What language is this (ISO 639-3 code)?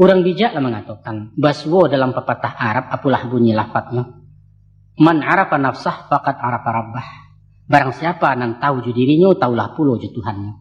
min